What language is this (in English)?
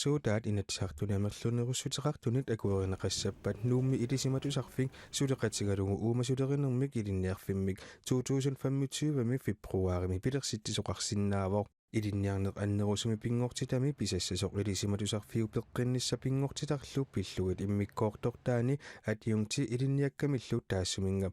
Kalaallisut